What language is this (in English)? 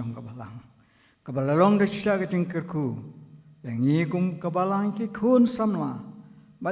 Khasi